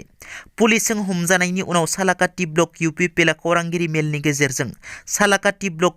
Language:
Bodo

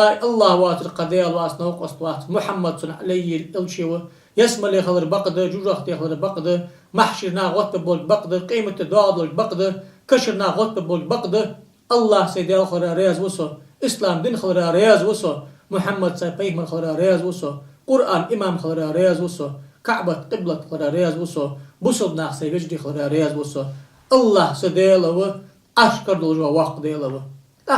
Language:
Ingush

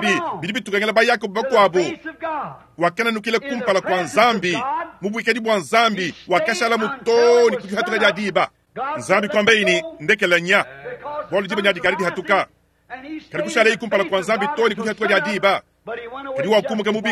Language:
Luba-Lulua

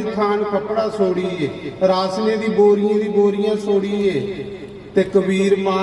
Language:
Dogri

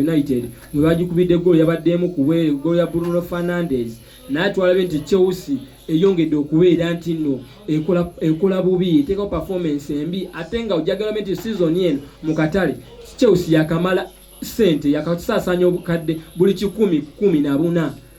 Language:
Ganda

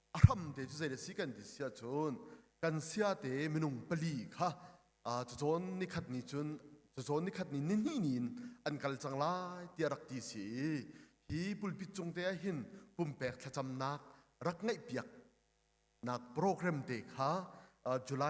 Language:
Hakha Chin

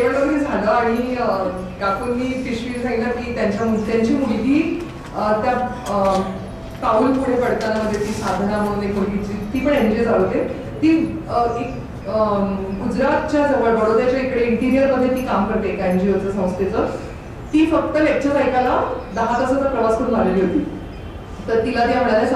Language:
Marathi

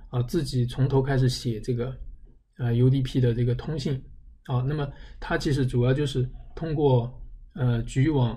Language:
Chinese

